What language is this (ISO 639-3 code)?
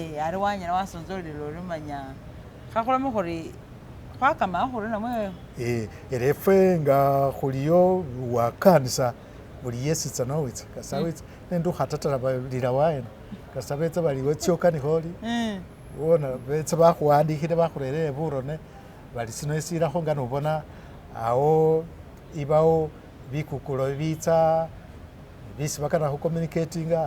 myx